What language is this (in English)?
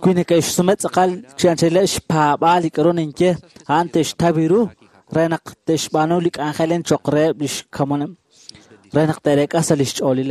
Kekchí